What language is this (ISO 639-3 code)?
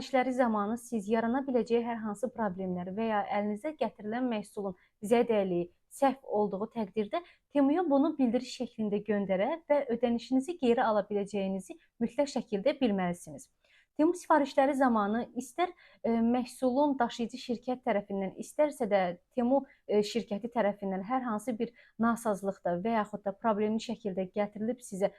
aze